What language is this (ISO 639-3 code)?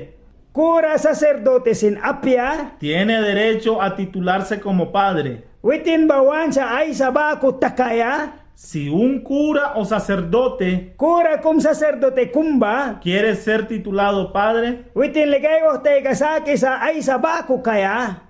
miq